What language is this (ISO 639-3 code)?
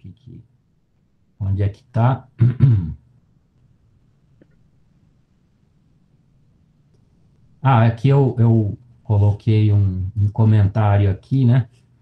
por